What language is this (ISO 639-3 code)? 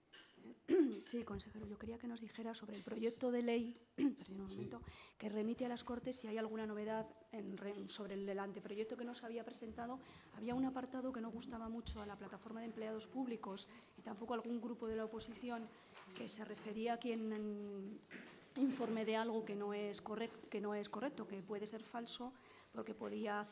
spa